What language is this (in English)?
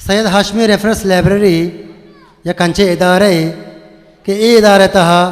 Eastern Balochi